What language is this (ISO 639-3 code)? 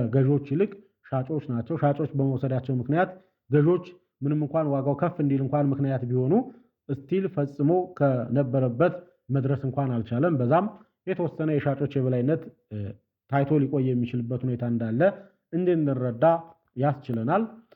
amh